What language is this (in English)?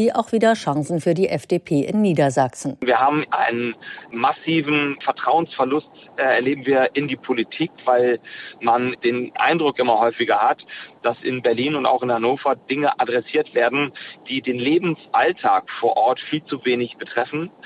German